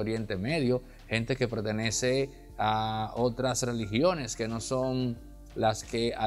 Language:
Spanish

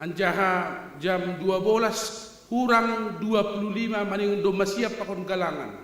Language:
Batak Simalungun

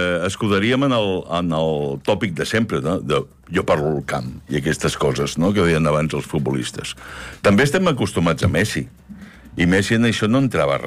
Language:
Catalan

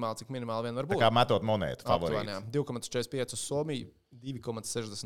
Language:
Latvian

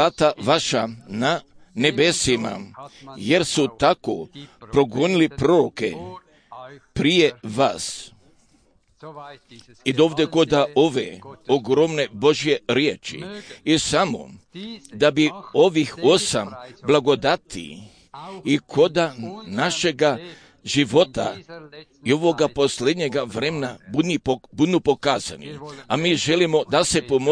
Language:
Croatian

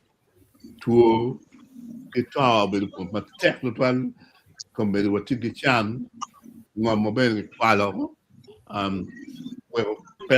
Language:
Acoli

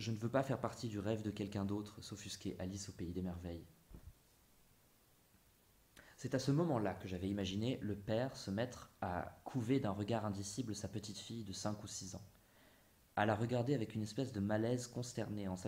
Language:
French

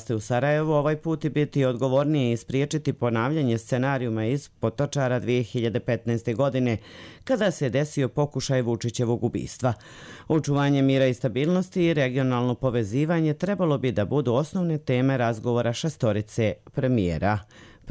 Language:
Croatian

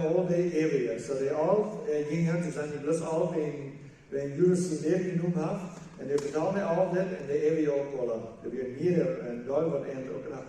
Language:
Plautdietsch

